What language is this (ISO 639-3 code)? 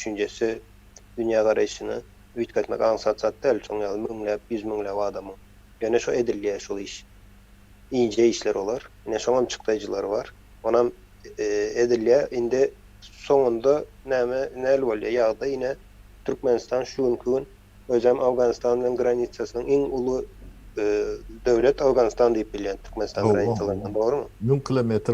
tuk